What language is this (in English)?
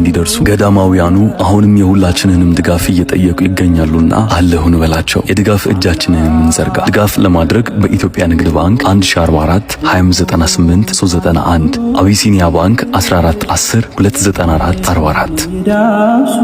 Amharic